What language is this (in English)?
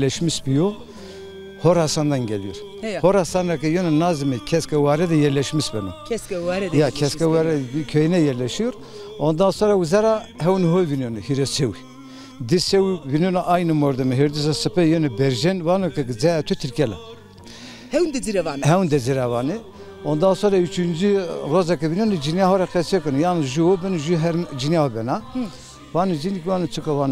Zaza